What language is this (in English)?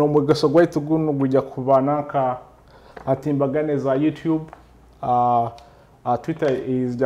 Nyoro